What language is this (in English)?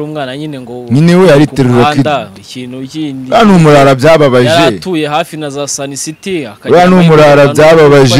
Kinyarwanda